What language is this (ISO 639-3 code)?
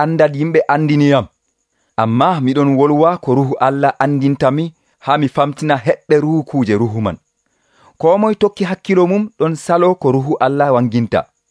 fuv